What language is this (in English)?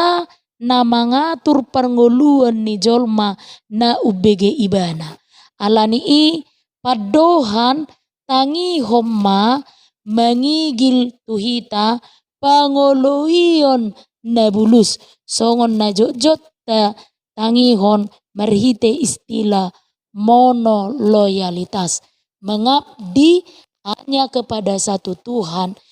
Batak Toba